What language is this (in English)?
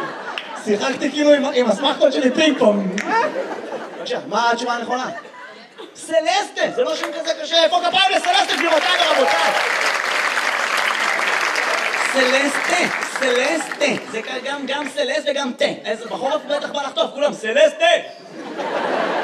Hebrew